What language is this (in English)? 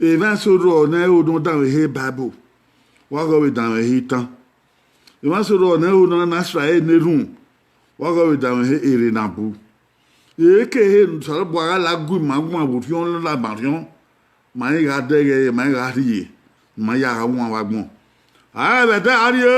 Bini